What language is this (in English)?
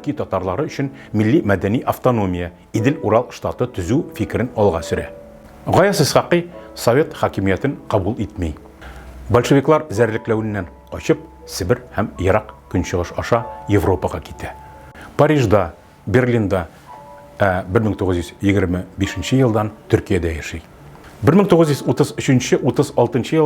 Tatar